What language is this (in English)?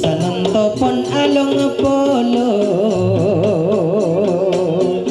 Madurese